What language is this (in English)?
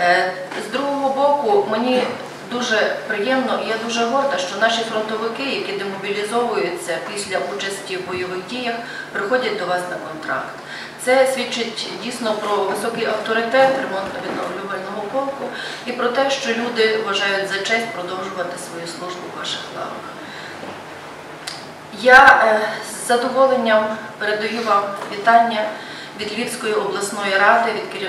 Ukrainian